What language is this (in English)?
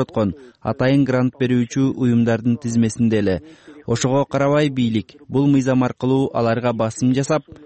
Kyrgyz